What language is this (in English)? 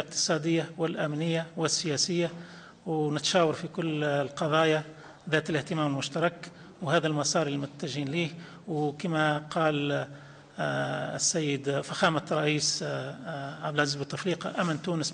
Tunisian Arabic